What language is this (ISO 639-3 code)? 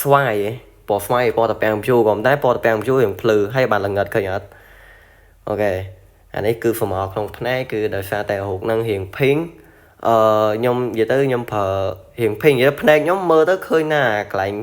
khm